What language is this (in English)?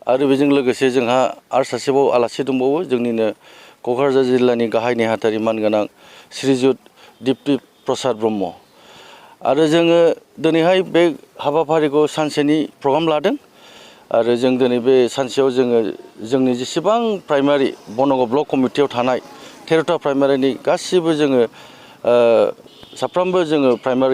Bodo